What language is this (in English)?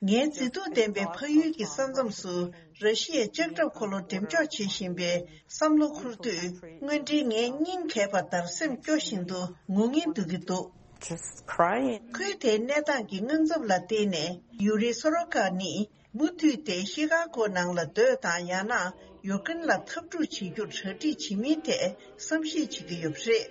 Tibetan